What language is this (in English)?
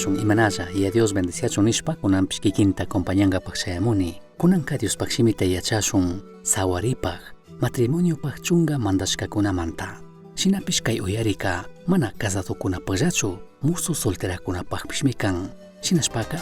Chimborazo Highland Quichua